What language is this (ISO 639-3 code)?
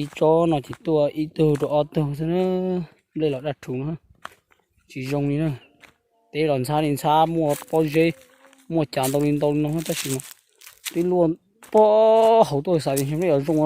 hmn